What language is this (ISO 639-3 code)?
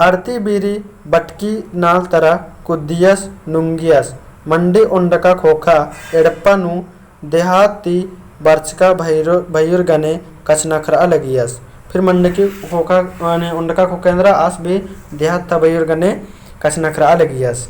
kru